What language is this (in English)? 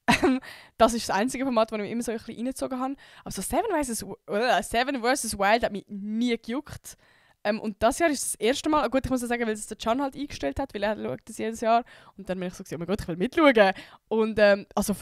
Swiss German